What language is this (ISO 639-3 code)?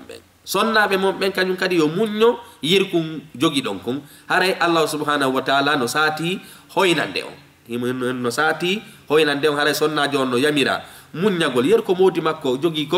ful